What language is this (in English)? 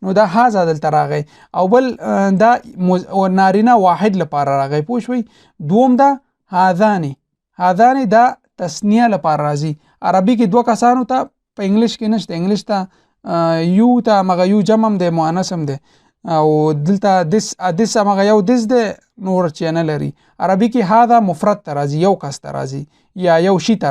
Pashto